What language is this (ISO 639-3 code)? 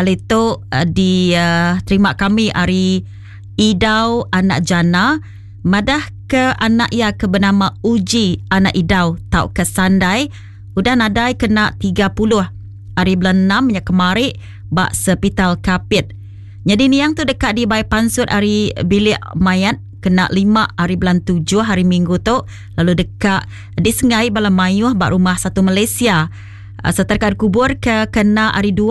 iba